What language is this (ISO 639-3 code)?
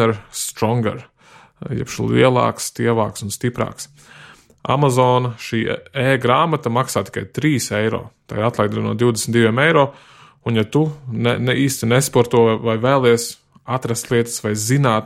lav